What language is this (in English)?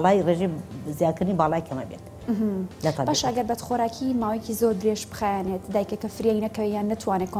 Central Kurdish